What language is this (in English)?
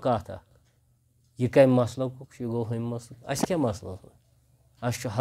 Kashmiri